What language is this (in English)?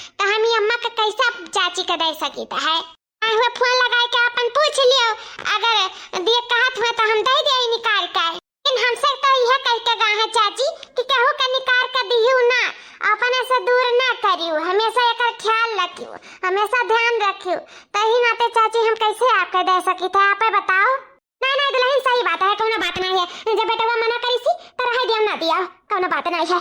Awadhi